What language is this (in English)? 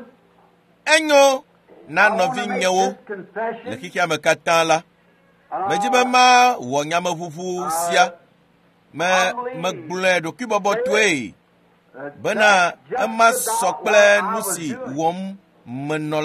Ewe